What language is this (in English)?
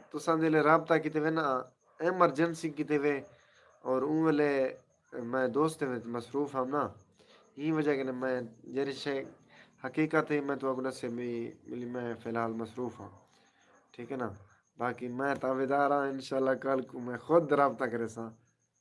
Saraiki